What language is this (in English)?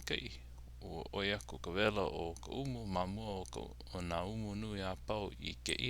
Hawaiian